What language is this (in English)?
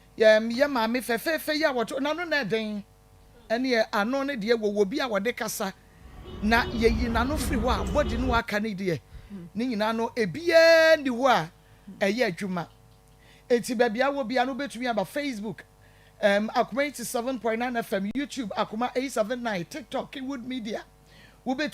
Akan